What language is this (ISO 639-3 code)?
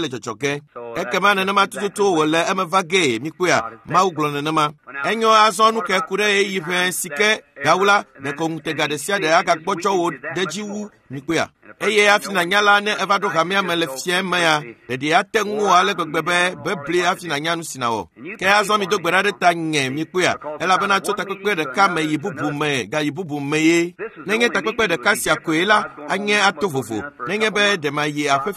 ewe